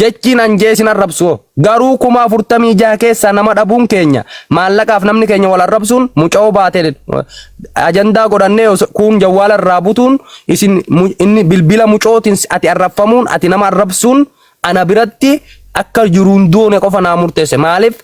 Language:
Oromo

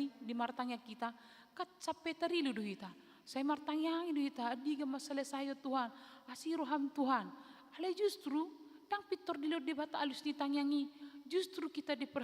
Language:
Batak Toba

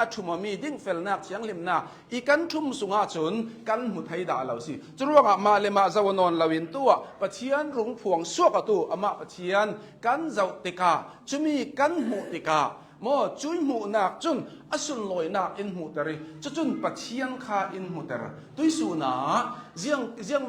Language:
Hakha Chin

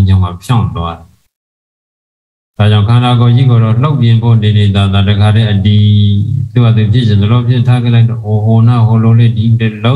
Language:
Burmese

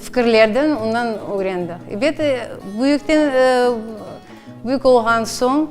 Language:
Crimean Tatar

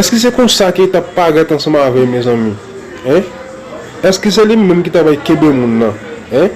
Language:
Haitian Creole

